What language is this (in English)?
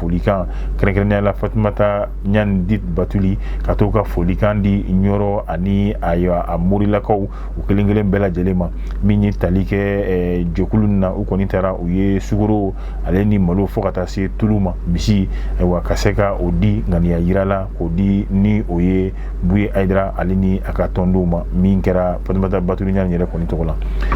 Bambara